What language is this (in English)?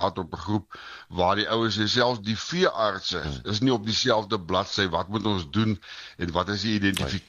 Afrikaans